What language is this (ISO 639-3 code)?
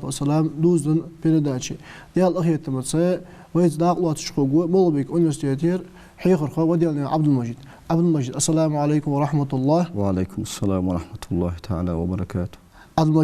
inh